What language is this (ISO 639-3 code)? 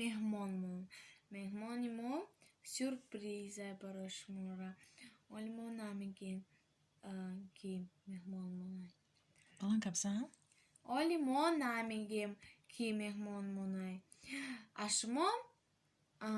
tgk